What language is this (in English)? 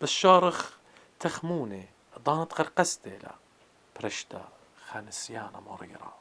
Assyrian Neo-Aramaic